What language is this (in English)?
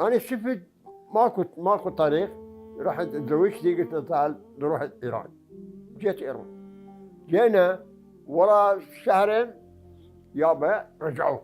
Mesopotamian Arabic